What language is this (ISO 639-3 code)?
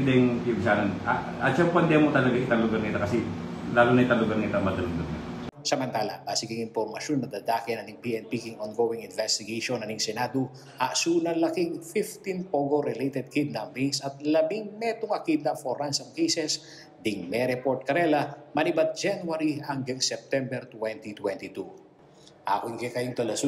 pam